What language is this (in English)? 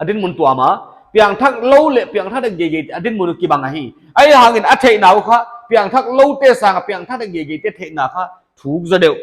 Paite Chin